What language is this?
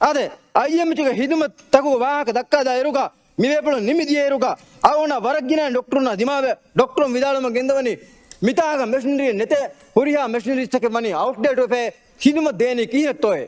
Divehi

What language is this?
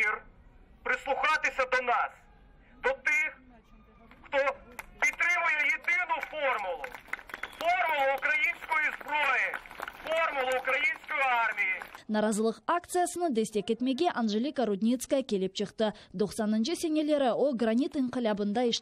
Crimean Tatar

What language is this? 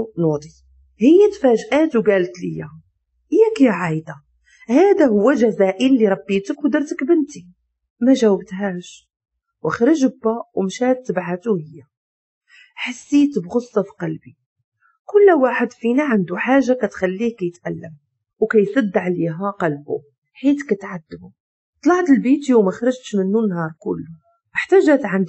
Moroccan Arabic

